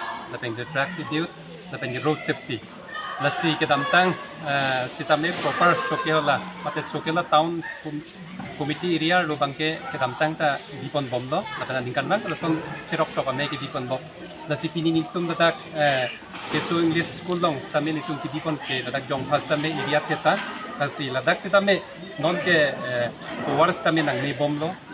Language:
Karbi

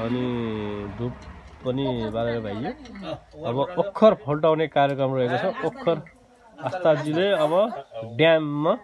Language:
Nepali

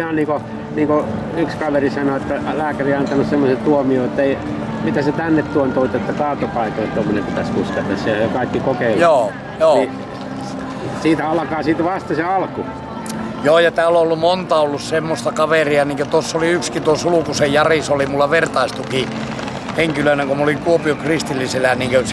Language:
Finnish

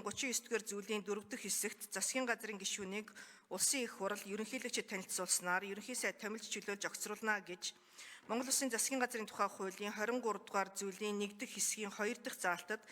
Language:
Mongolian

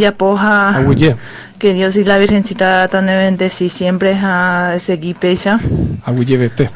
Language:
Guarani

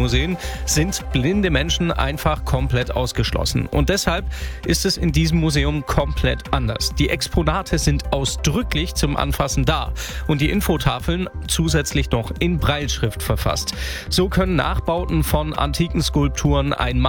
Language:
German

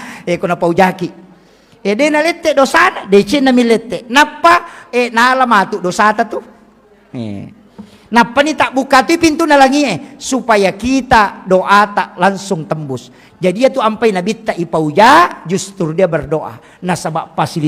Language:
Buginese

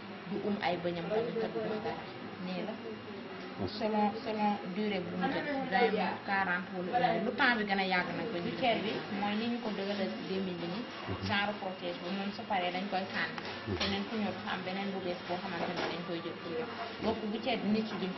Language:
Wolof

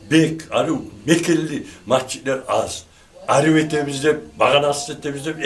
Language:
Kumyk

